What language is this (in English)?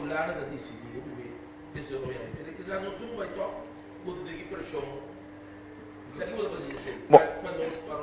Papiamento